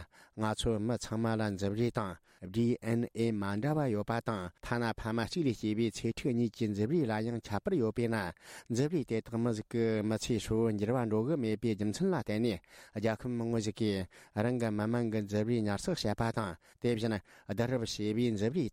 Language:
Tibetan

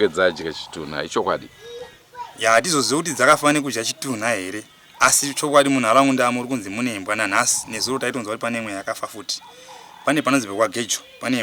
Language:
Shona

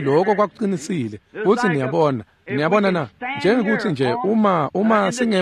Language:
Swati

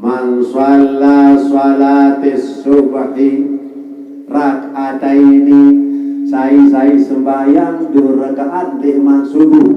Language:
Sasak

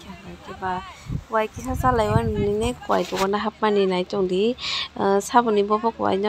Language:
Kok Borok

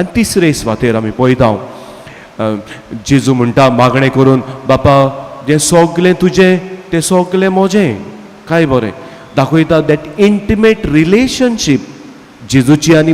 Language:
Konkani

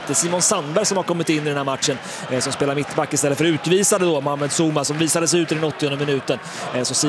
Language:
Swedish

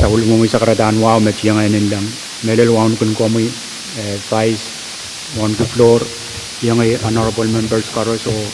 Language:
Pohnpeian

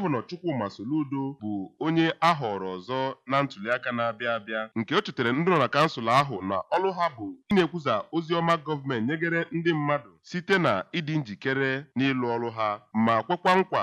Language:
Igbo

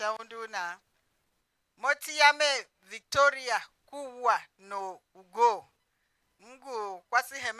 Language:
Tiv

